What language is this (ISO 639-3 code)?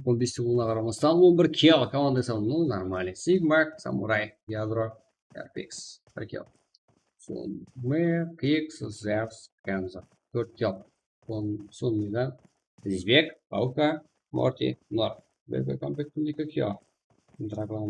kaa